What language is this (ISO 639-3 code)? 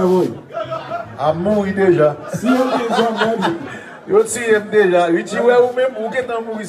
hat